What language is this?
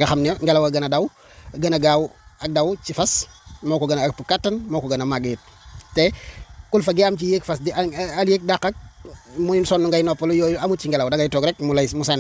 Wolof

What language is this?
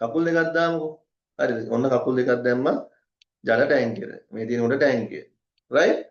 Sinhala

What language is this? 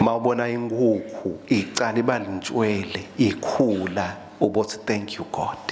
Swati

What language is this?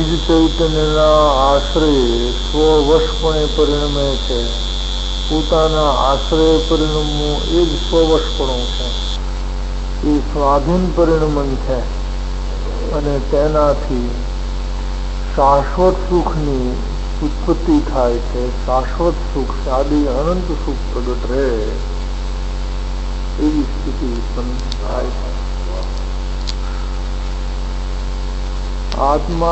Gujarati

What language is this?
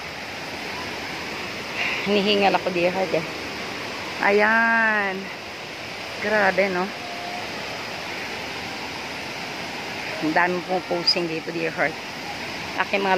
Filipino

